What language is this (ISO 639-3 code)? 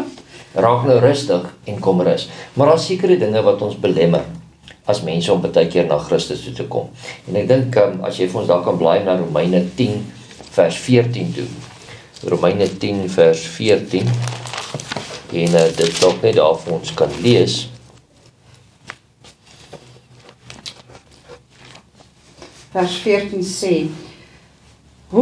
afr